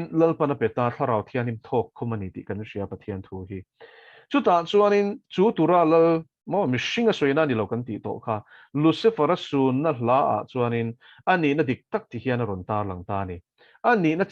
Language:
Mizo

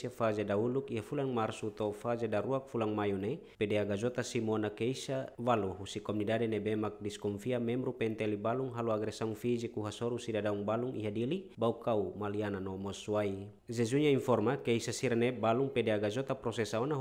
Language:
Tetum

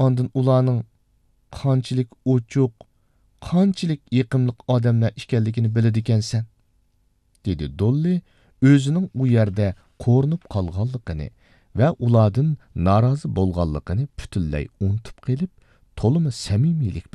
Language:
Uyghur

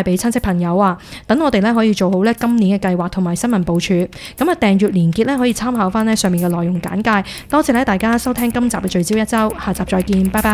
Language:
Cantonese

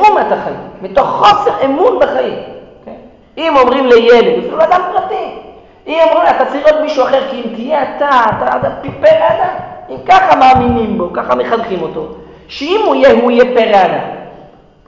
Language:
Hebrew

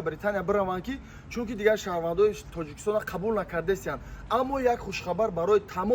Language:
Tajik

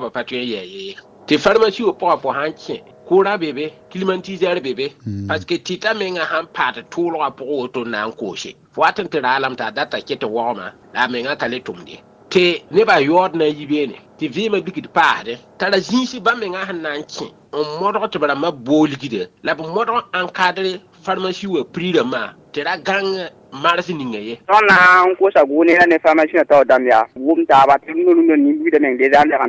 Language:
Mossi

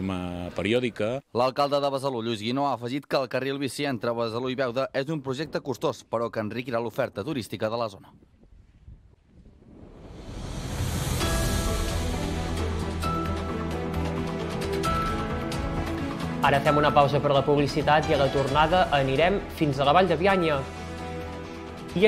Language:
Catalan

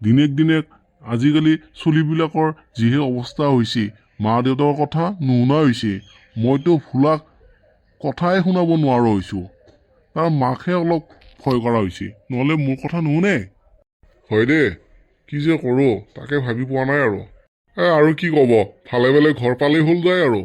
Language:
Assamese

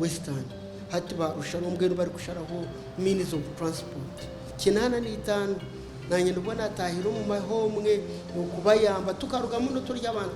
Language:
Nyankole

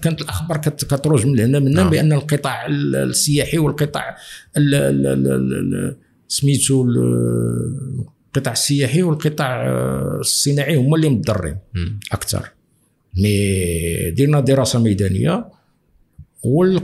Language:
Moroccan Arabic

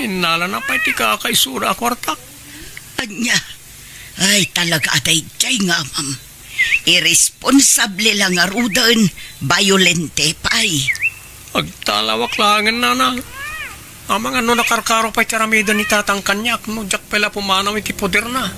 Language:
Iloko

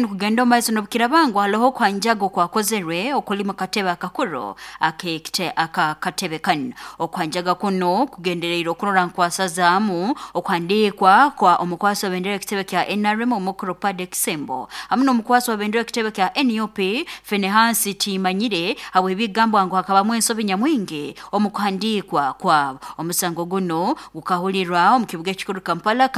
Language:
Nyoro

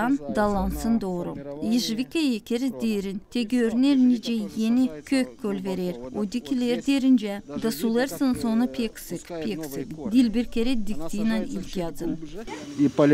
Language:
Gagauz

